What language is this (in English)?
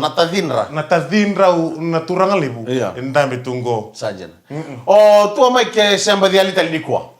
Fijian